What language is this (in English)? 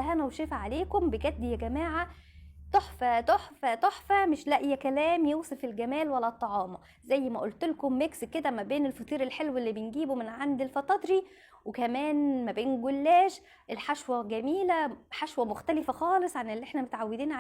Egyptian Arabic